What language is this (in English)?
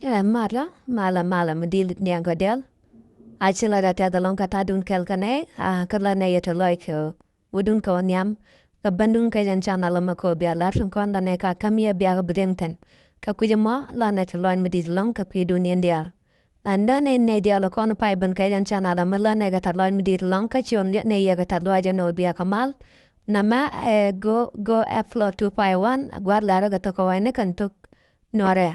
Nuer